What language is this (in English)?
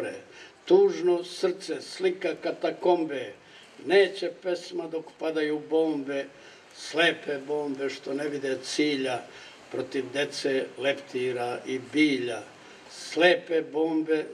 Serbian